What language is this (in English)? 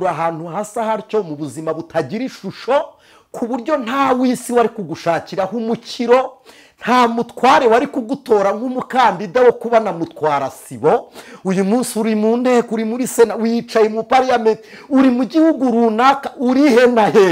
Kinyarwanda